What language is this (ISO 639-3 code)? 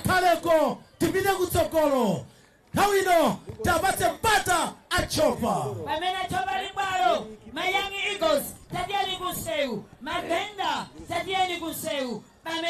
nya